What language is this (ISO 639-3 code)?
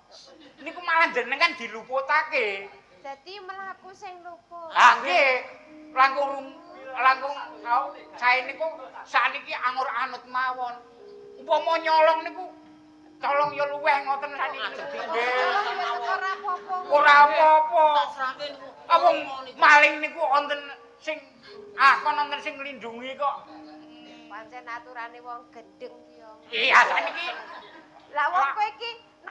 jav